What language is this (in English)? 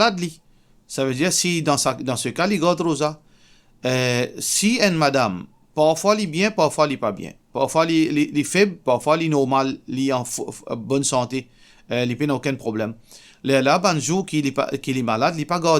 Morisyen